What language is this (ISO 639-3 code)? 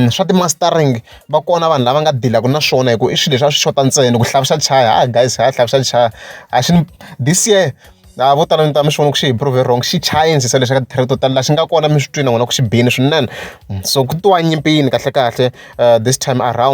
tso